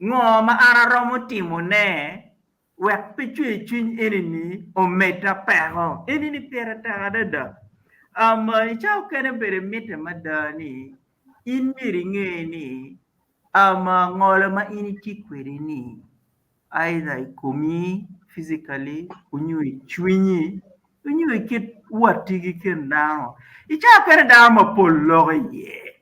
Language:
Acoli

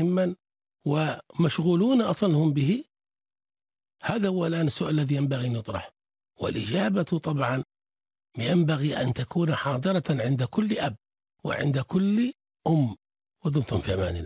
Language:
Arabic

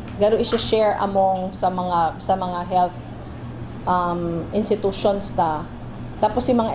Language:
Bikol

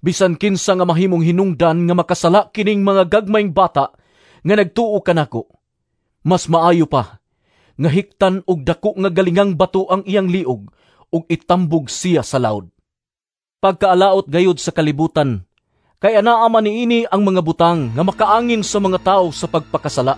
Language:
Cebuano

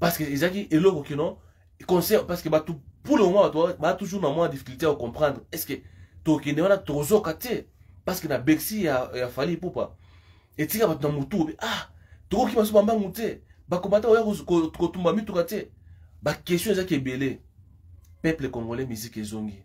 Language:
Lingala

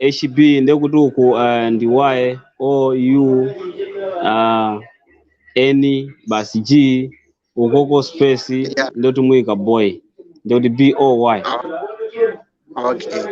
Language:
Nyanja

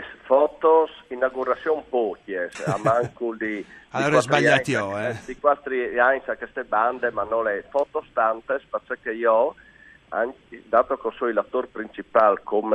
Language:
Friulian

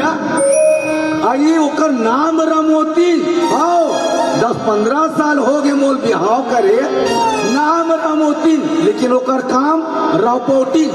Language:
Chhattisgarhi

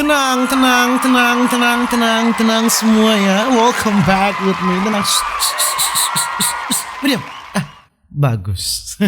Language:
Manado Malay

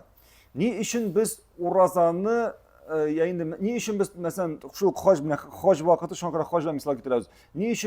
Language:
Tatar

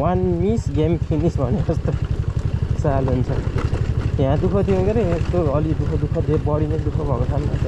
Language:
Nepali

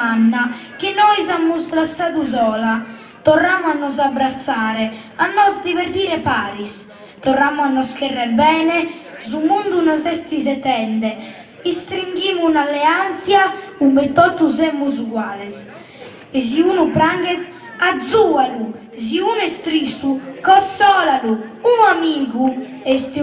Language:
Sardinian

